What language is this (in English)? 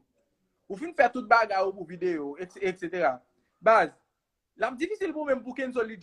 Haitian Creole